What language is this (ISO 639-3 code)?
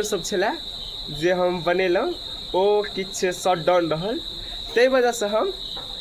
mai